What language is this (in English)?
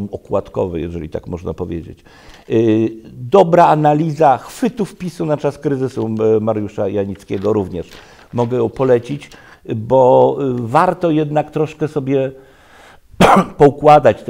Polish